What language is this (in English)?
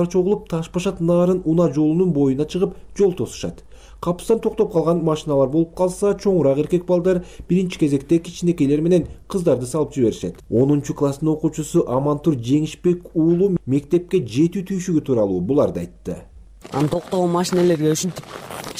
Kyrgyz